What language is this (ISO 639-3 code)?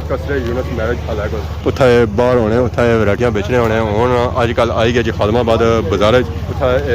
phr